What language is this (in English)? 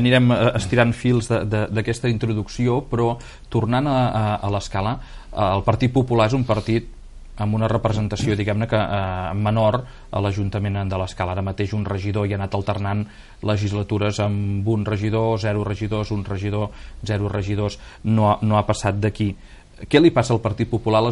Catalan